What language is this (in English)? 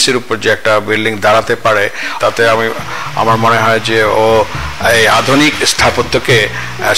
Bangla